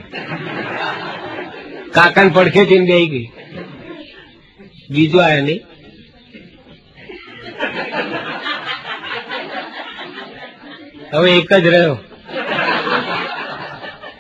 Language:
Gujarati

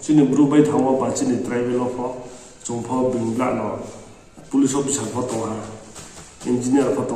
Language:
Riang (India)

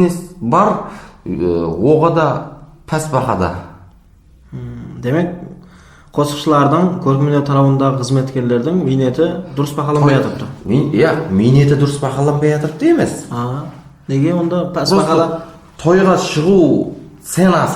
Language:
Kara-Kalpak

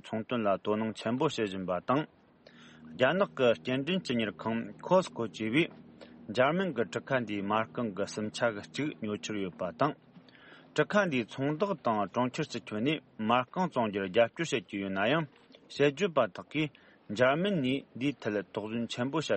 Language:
Tibetan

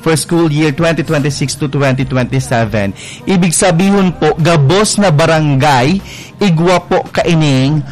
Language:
Bikol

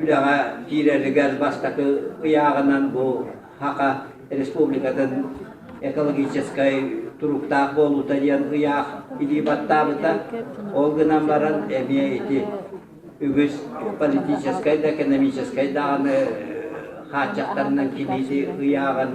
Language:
Yakut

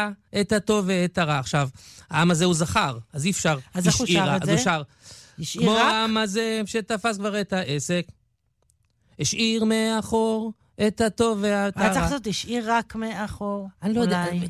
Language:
Hebrew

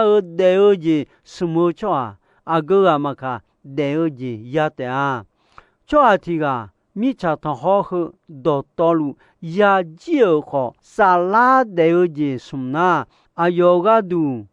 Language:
Akha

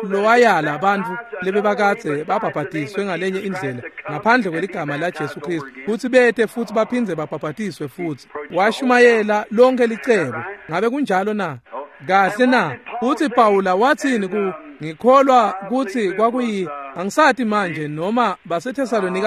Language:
Swati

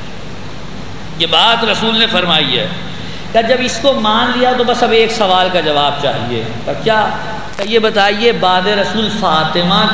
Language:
Urdu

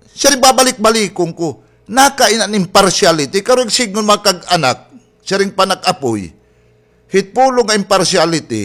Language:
Waray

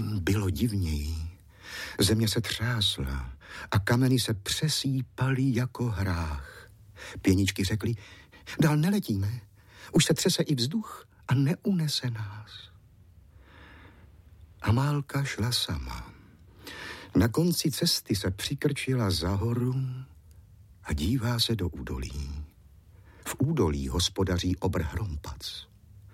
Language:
Czech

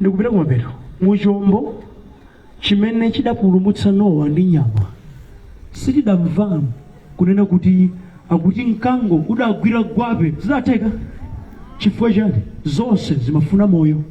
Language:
Nyanja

